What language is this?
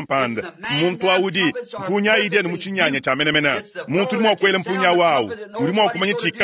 Luba-Lulua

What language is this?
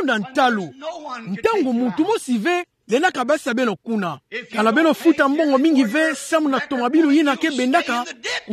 Kituba (Democratic Republic of Congo)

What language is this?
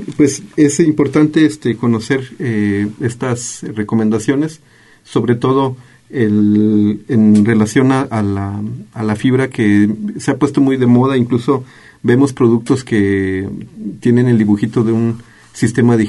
Spanish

